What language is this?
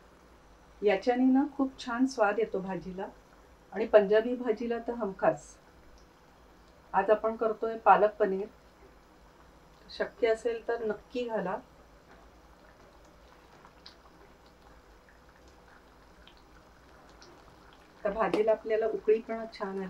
Marathi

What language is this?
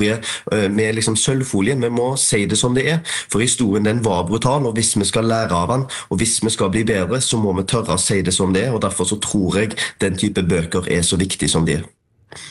Norwegian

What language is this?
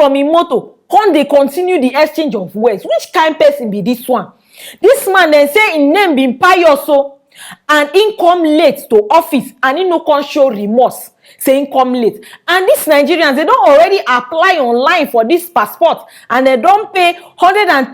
Nigerian Pidgin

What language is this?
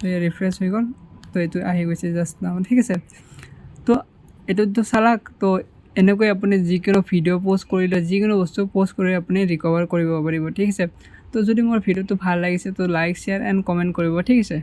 Assamese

